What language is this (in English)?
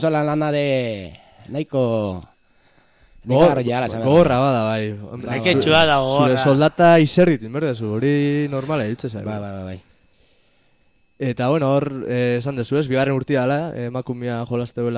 Basque